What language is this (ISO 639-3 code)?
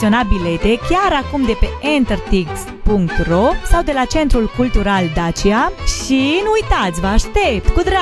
ron